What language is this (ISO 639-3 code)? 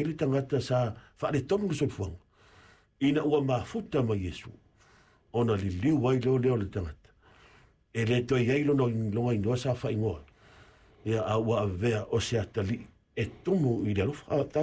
smo